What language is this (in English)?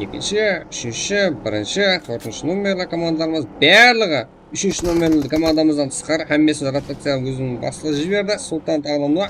Kara-Kalpak